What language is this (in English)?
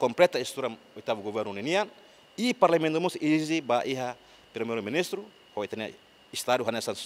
Tetum